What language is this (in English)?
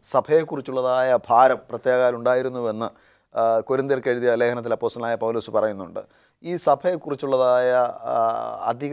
Malayalam